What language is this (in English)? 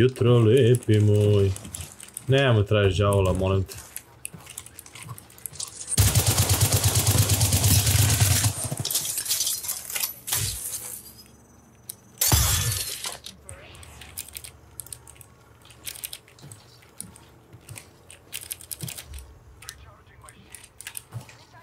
Croatian